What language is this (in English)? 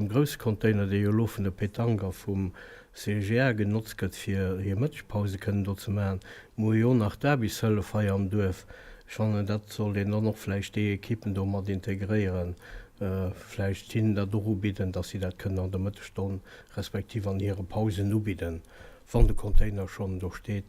Luxembourgish